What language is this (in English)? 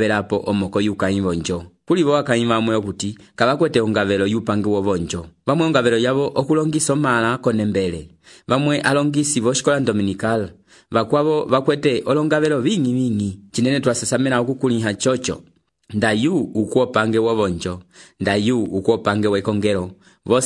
Umbundu